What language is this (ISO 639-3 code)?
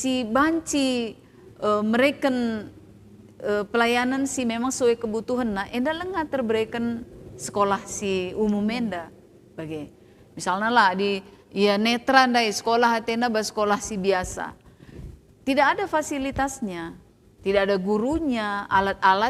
btx